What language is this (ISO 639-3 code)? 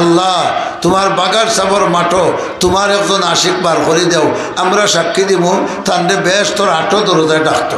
syl